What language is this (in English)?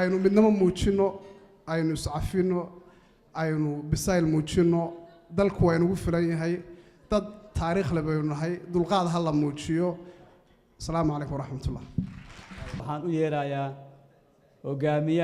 Somali